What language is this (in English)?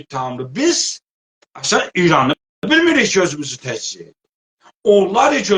South Azerbaijani